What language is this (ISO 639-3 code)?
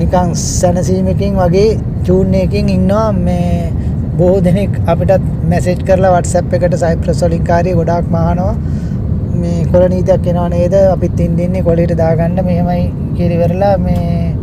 sin